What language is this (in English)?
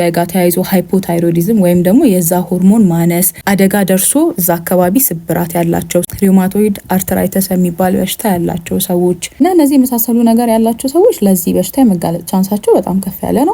Amharic